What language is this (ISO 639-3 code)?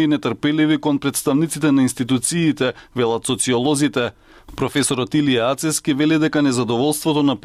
mkd